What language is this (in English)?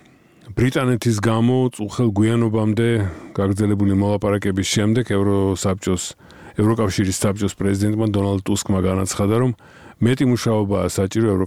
Georgian